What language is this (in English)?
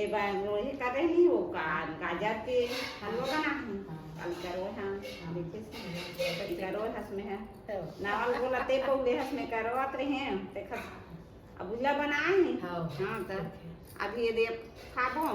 Chhattisgarhi